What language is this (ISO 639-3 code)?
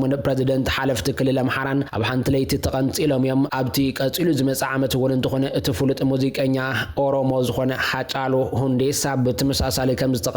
tir